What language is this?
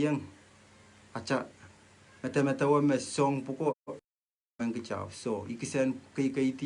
Pohnpeian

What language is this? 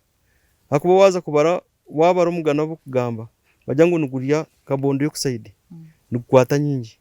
Nyankole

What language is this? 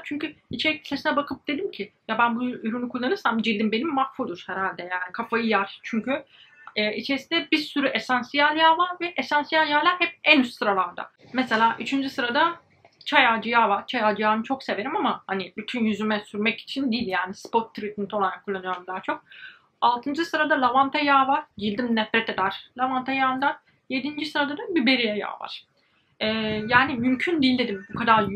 Turkish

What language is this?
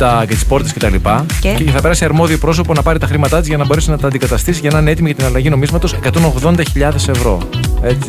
Greek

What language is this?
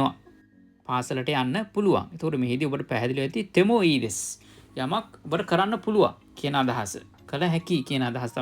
Sinhala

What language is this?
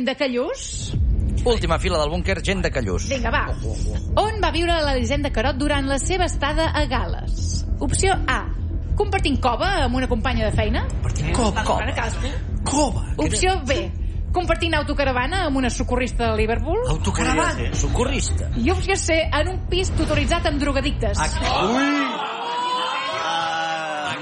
Catalan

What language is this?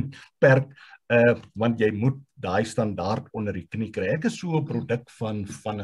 Afrikaans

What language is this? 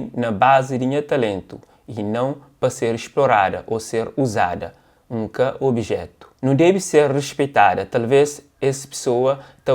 Kabuverdianu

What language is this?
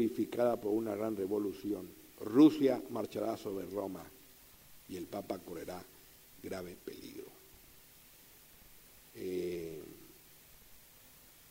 Spanish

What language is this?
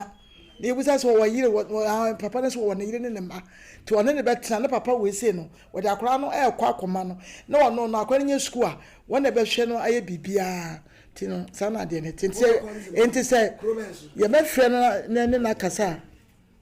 Akan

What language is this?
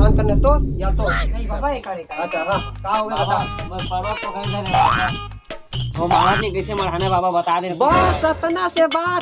Chhattisgarhi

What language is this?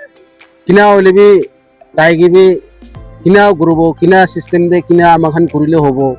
Naga Pidgin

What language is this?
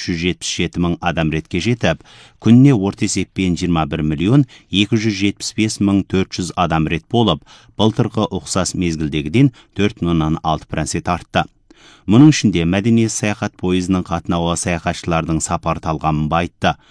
Kazakh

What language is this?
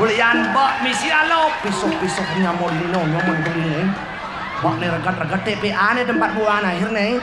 Balinese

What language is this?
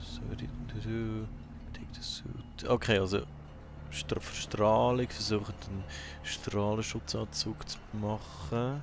Swiss German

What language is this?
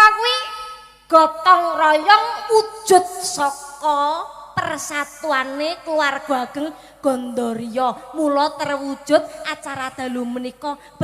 Javanese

